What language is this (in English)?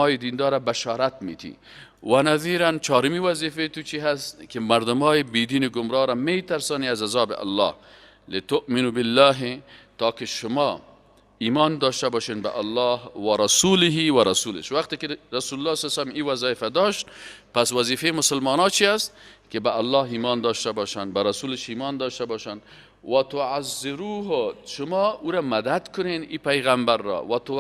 Persian